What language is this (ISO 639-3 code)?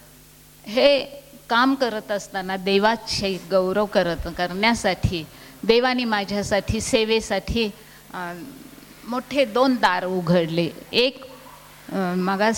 mar